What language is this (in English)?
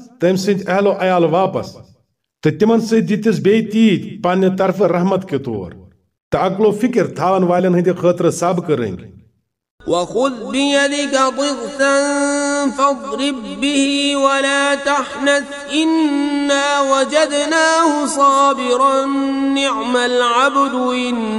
Kashmiri